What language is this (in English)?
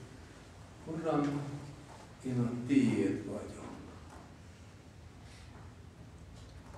Hungarian